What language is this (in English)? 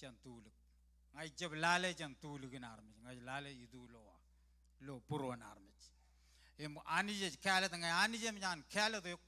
Marshallese